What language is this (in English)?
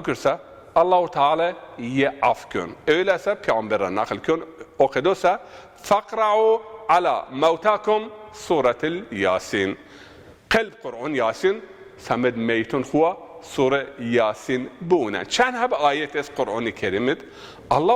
Zaza